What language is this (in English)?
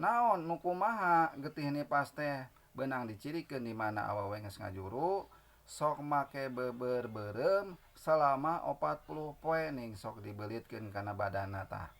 Sundanese